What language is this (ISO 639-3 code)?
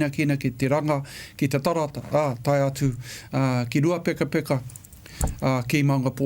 mri